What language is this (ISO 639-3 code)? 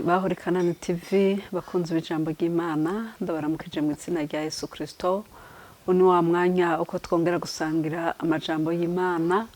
run